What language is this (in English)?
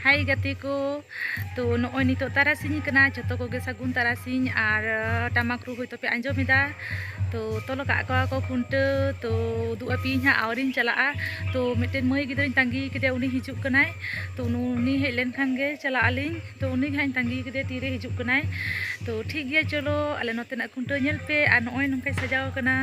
Santali